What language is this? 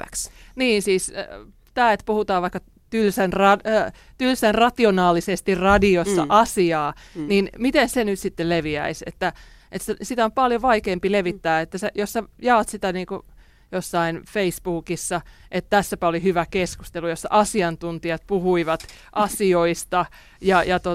Finnish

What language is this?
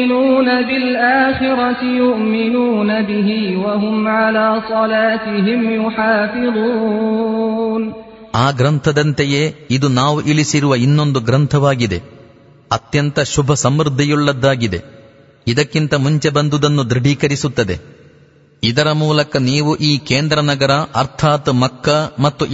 Kannada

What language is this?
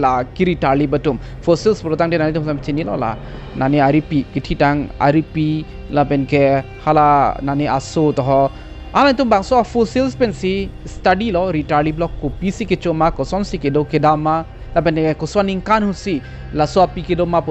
Karbi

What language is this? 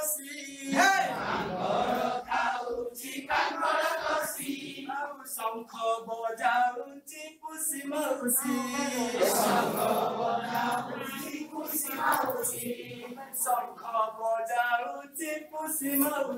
Odia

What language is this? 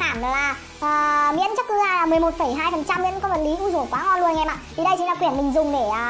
Vietnamese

